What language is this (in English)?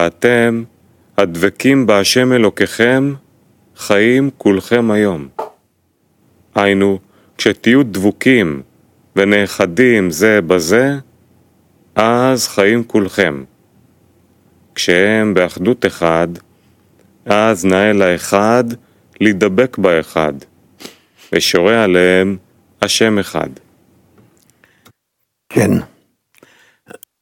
Hebrew